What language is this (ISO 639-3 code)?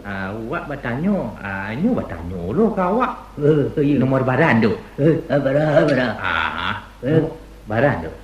min